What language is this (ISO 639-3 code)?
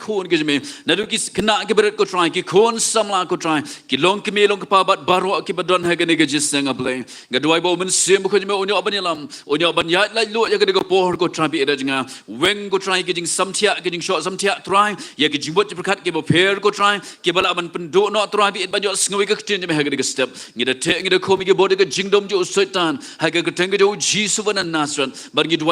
kha